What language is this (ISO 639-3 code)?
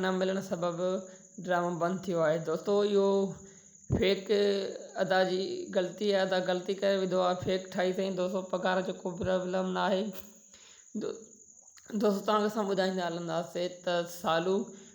snd